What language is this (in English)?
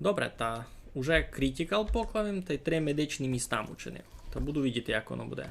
Rusyn